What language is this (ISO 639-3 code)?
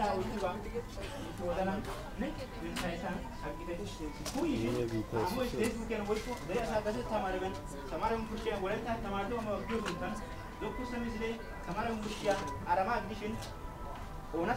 wal